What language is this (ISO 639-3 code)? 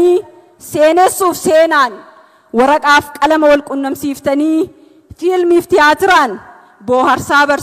orm